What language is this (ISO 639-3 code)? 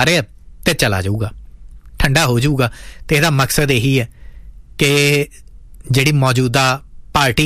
pan